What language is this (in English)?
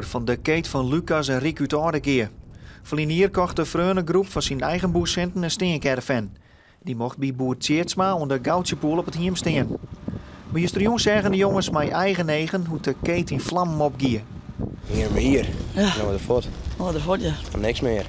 Western Frisian